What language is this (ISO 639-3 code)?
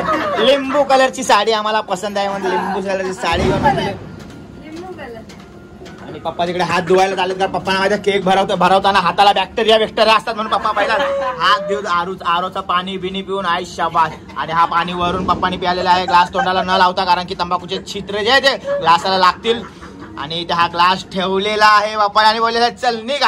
mar